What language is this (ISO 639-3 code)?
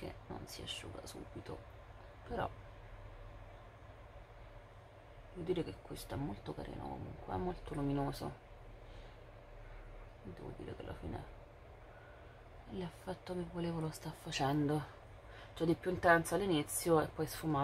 ita